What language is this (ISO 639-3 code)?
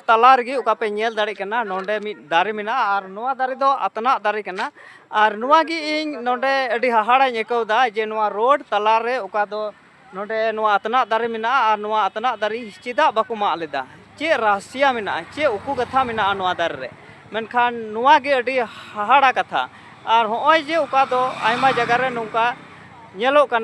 sat